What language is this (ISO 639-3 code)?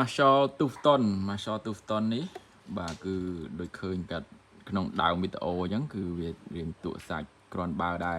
khm